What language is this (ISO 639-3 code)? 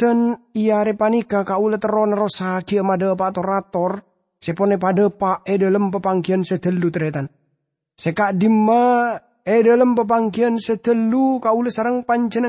mad